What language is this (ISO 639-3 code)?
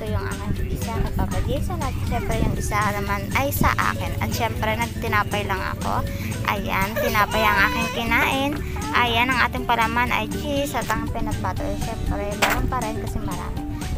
fil